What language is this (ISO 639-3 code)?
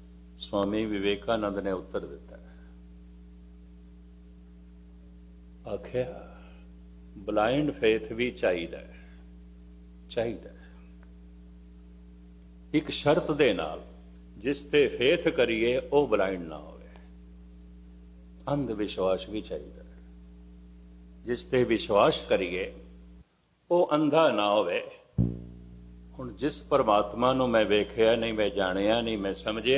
pan